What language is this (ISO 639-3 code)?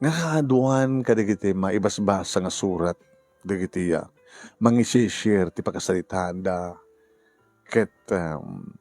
ilo